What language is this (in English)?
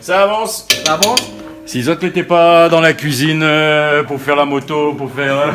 Réunion Creole French